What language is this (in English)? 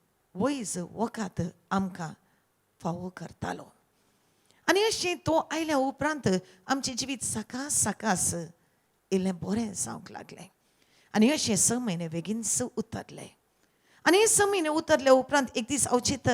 Konkani